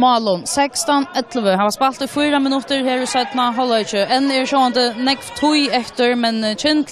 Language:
Faroese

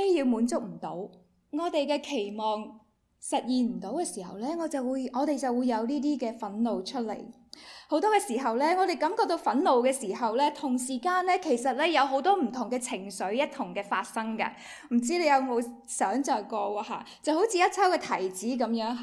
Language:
Cantonese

